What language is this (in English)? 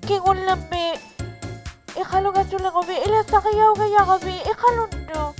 Inuktitut